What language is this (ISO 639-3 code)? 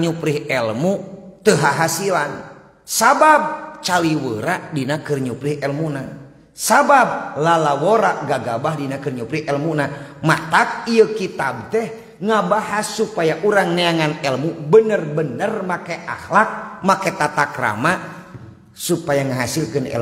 sun